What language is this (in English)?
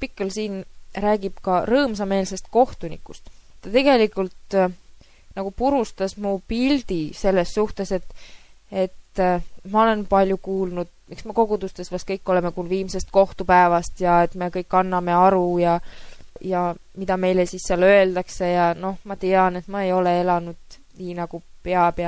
Estonian